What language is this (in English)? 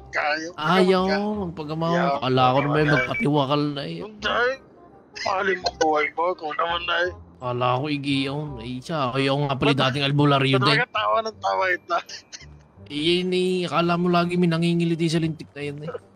Filipino